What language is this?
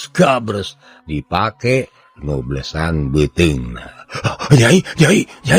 Sundanese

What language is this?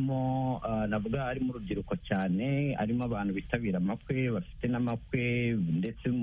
Kinyarwanda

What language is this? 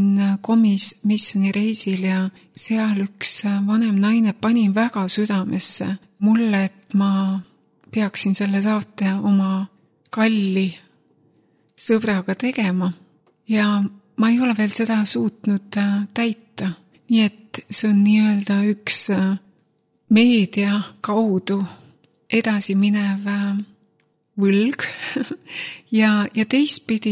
Estonian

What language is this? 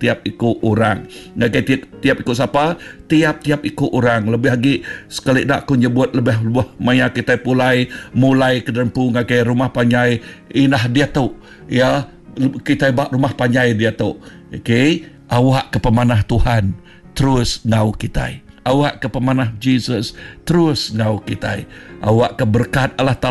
Iban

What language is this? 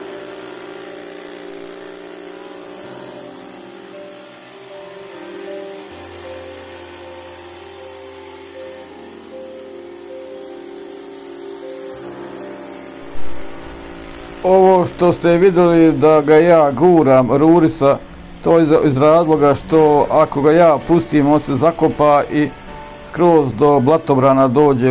Bosnian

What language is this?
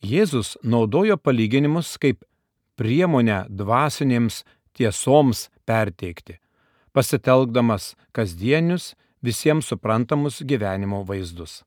Lithuanian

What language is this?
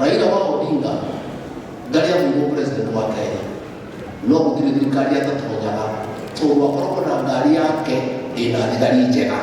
Kikuyu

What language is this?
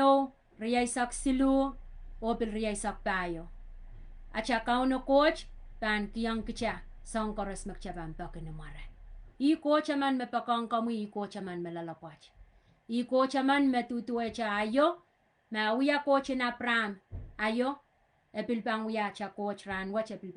Pohnpeian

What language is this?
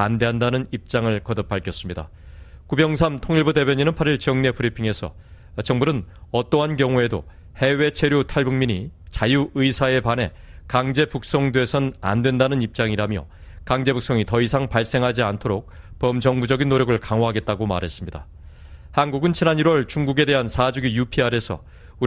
Korean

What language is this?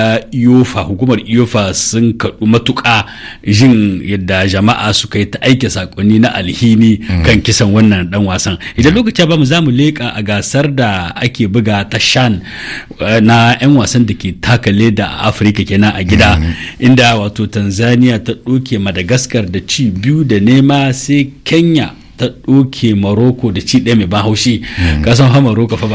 Hausa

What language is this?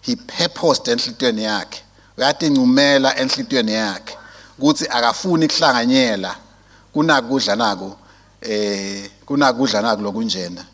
Swati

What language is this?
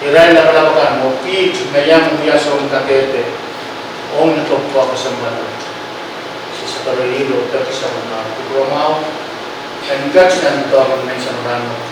Pohnpeian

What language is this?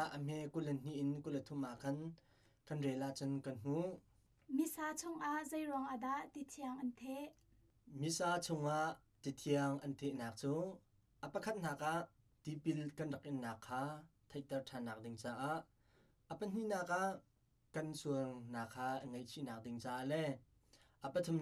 Hakha Chin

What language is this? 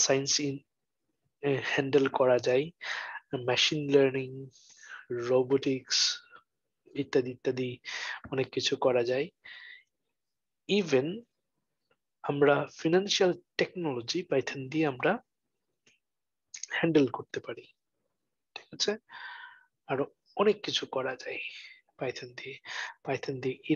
Bangla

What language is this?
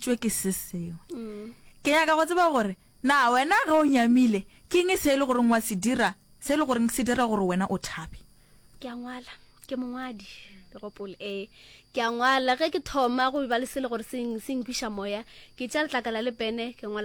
Northern Sotho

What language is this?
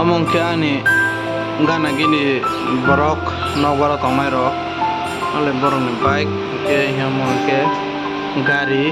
Kok Borok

